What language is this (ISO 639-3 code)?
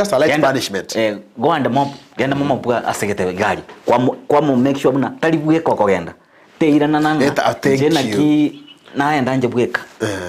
guz